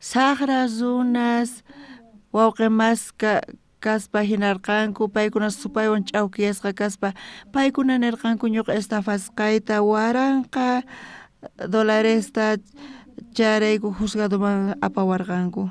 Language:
South Bolivian Quechua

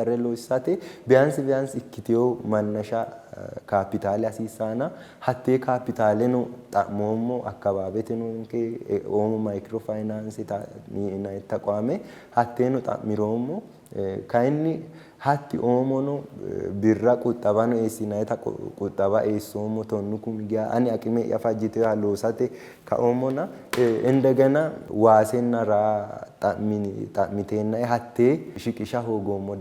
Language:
Sidamo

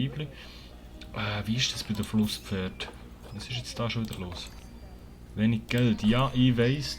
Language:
Swiss German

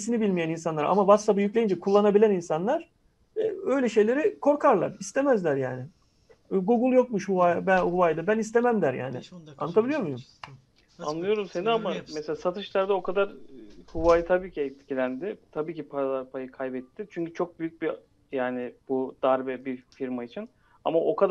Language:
Turkish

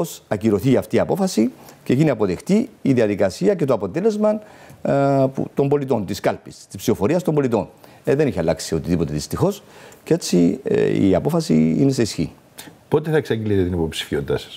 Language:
Greek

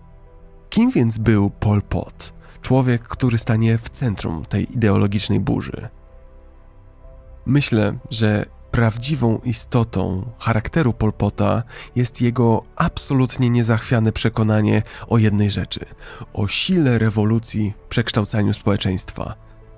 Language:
Polish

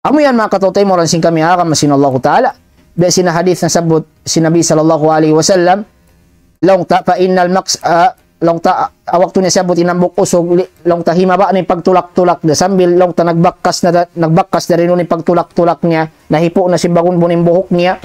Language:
Tausug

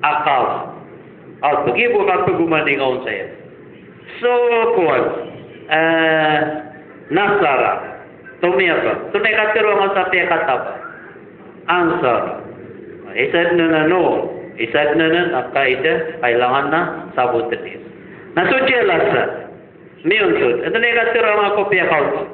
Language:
Maranao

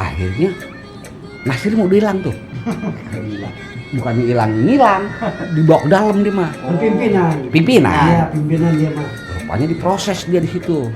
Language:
Betawi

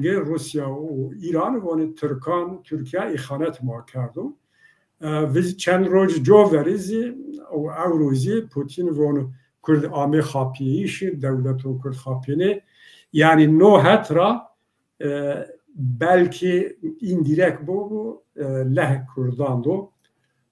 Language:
Zaza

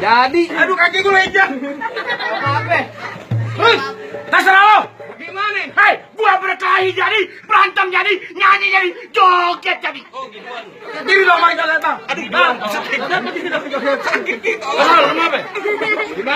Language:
Betawi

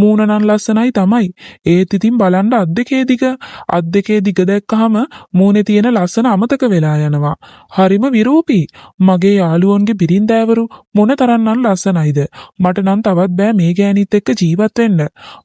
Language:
Sinhala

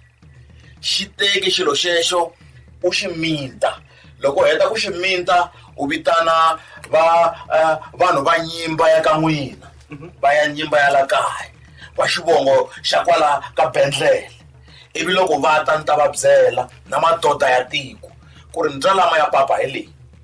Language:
Tsonga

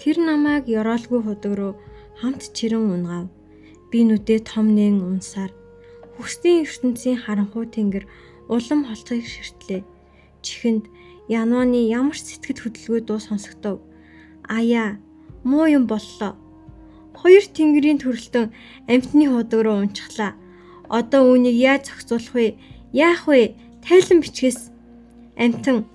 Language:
Mongolian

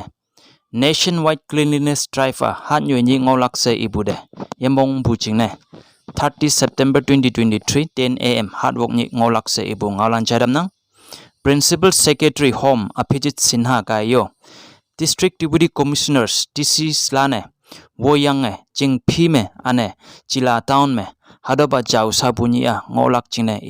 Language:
Konyak Naga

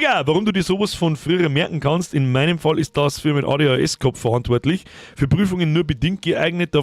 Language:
Bavarian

